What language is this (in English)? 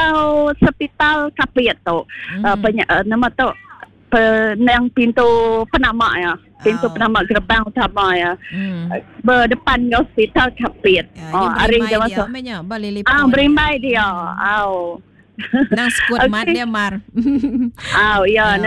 Iban